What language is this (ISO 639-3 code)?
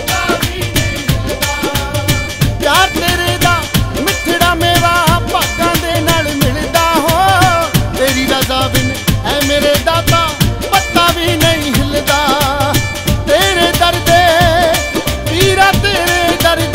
pan